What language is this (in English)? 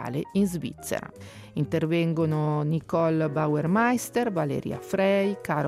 Italian